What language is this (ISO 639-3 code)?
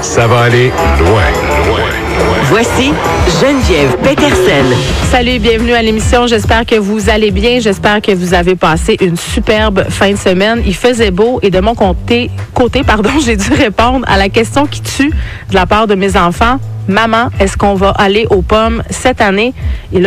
fra